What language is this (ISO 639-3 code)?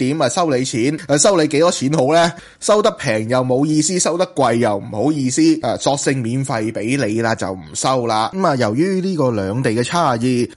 yue